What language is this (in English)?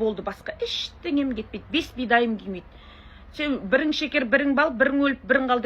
Kazakh